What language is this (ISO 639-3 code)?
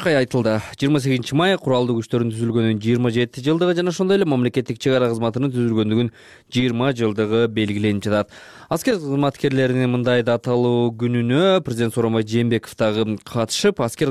kir